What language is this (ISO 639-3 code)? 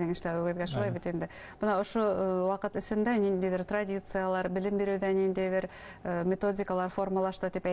bak